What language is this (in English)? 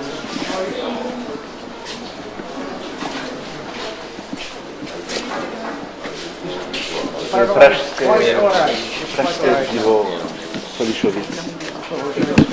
Czech